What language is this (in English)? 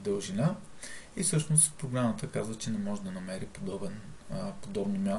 Bulgarian